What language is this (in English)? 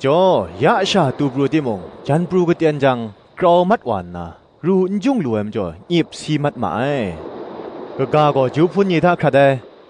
Kachin